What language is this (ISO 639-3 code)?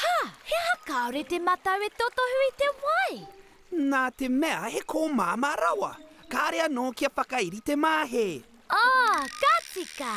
mri